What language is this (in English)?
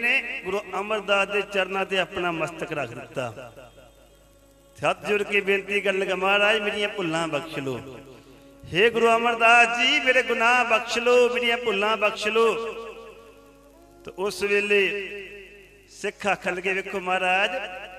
Punjabi